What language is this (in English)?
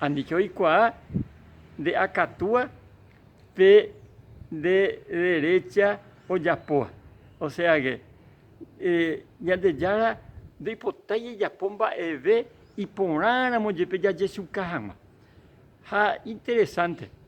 Guarani